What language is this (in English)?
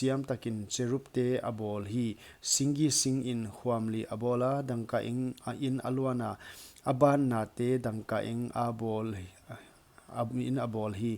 Paite Chin